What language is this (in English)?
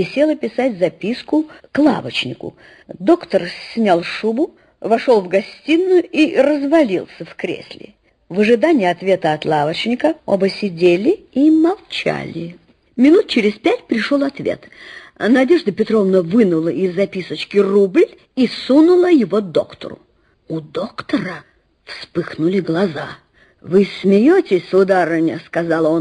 Russian